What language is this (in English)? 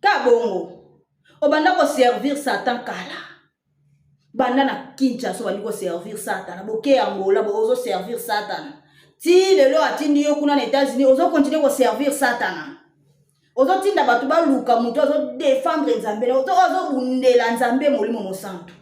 Lingala